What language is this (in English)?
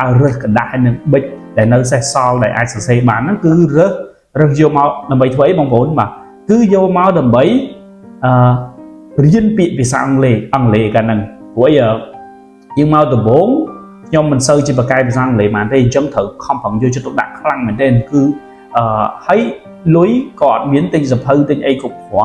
Khmer